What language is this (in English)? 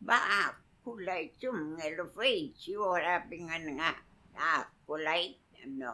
Mapuche